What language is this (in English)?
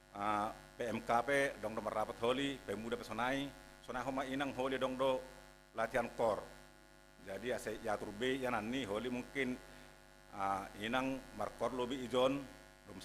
Batak Simalungun